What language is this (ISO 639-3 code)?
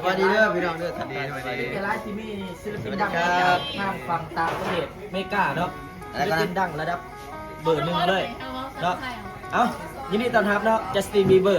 tts